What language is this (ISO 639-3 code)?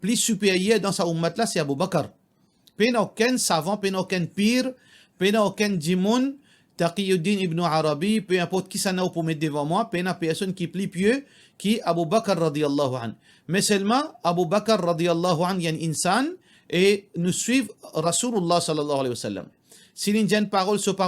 mfe